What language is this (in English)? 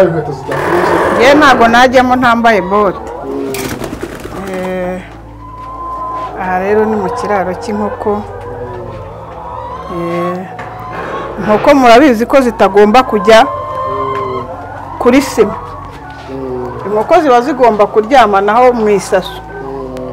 Kinyarwanda